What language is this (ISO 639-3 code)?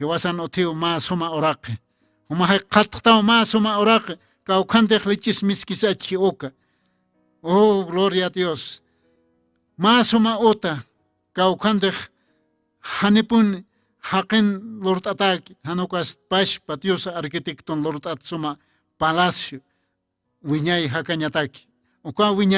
aym